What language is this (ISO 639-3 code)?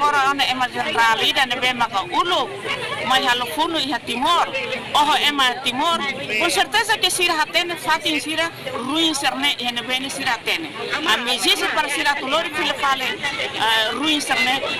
tet